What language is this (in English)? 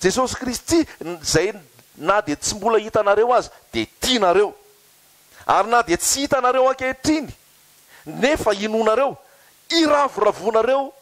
Malagasy